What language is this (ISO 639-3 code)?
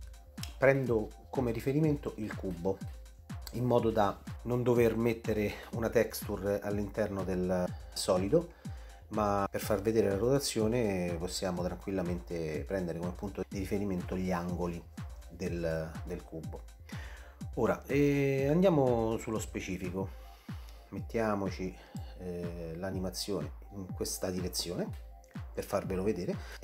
ita